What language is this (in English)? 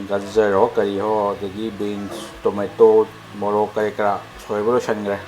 Manipuri